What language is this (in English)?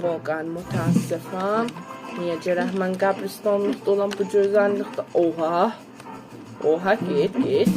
South Azerbaijani